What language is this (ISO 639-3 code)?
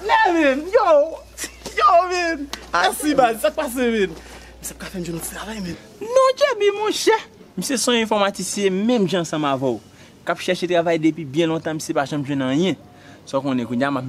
hat